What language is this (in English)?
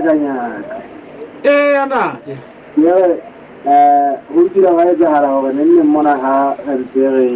Southern Sotho